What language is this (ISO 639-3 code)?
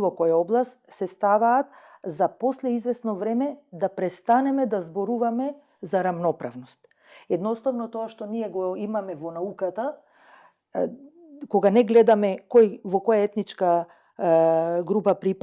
mkd